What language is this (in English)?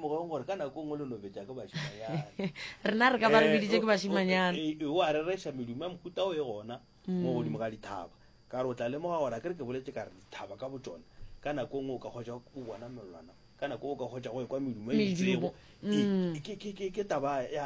Northern Sotho